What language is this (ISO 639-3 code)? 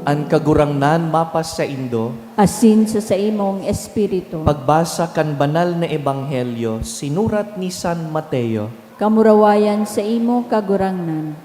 bik